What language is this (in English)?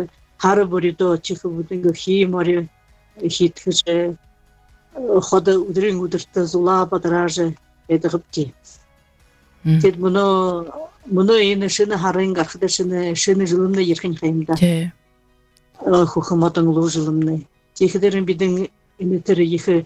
Buriat